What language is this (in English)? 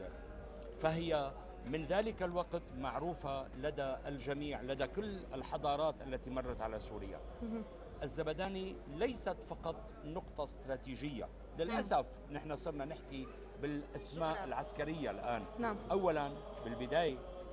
North Levantine Arabic